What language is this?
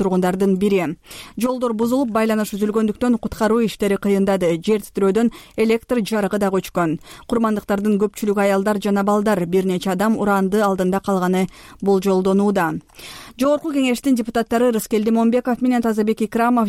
Kyrgyz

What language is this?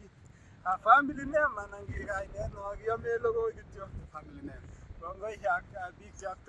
Kalenjin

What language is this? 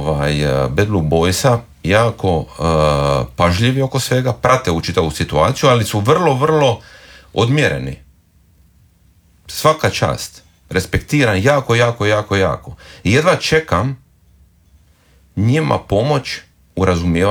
Croatian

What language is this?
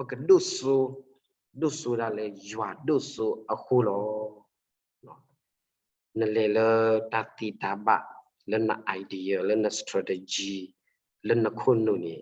S'gaw Karen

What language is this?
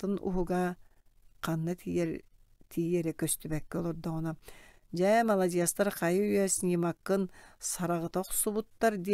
Yakut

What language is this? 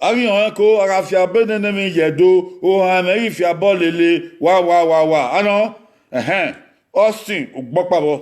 Bini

